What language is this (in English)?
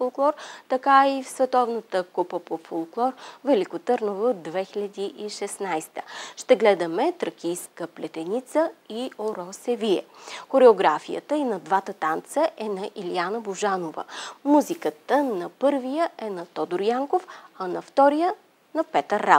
Bulgarian